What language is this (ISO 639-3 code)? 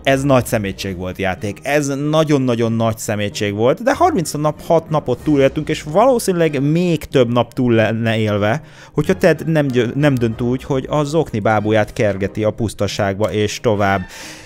hun